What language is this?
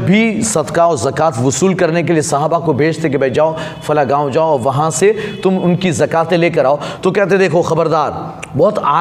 Urdu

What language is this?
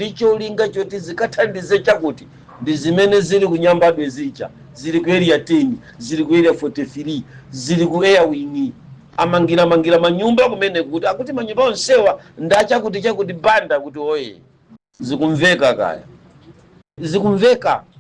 Nyanja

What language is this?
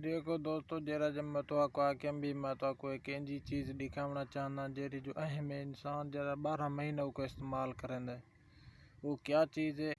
Saraiki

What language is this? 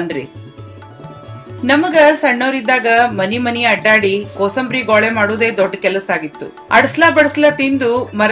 Kannada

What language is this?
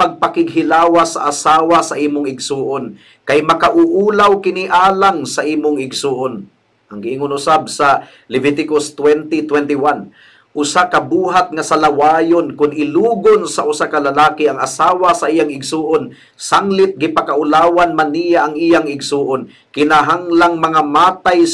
Cebuano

